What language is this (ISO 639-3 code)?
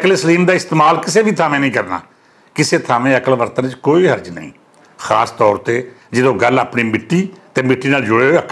lah